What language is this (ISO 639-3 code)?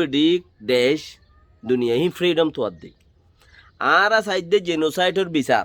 rhg